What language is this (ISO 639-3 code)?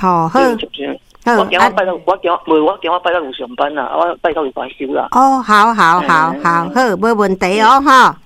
nan